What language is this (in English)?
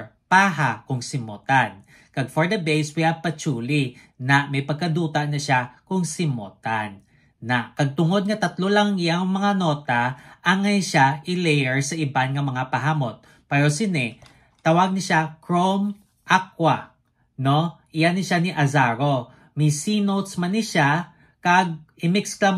Hiligaynon